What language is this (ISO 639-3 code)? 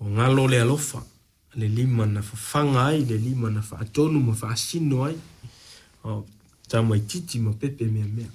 smo